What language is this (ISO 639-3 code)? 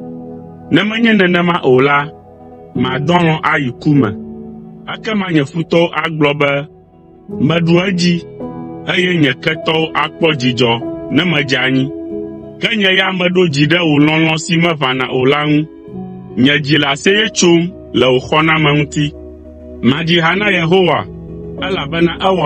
ewe